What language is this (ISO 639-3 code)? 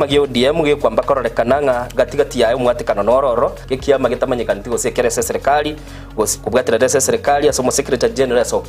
guz